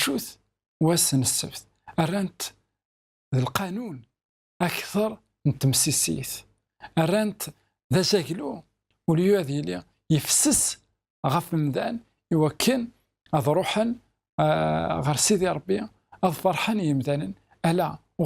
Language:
Kabyle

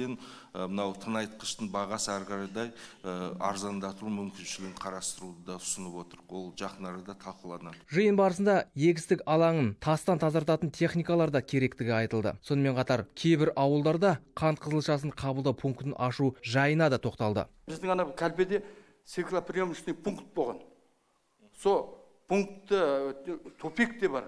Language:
Kazakh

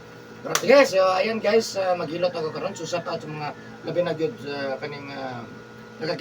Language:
Cebuano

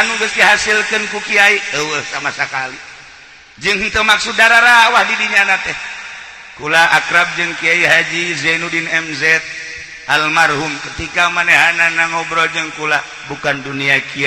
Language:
Sundanese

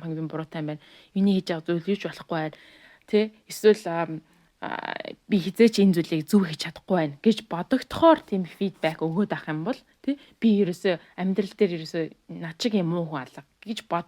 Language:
Mongolian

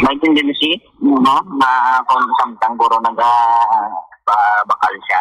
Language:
Hiligaynon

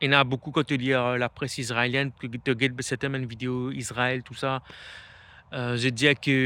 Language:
Morisyen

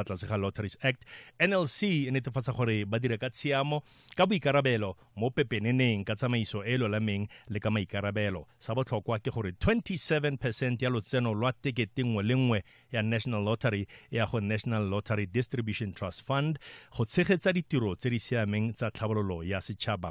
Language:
Tswana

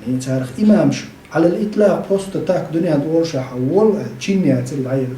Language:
Chechen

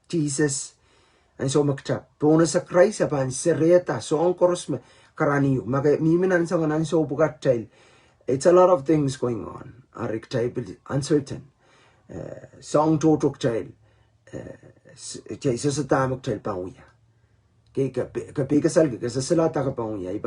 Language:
Pohnpeian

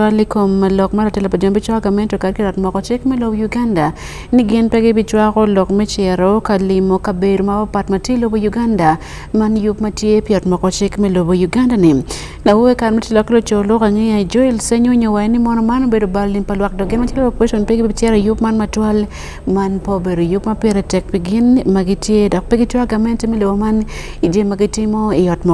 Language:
Acoli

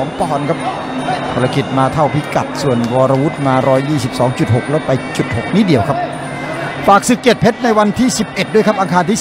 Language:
Thai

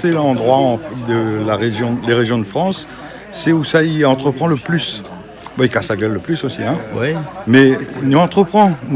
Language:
Réunion Creole French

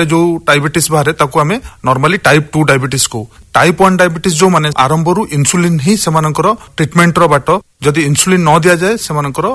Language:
Odia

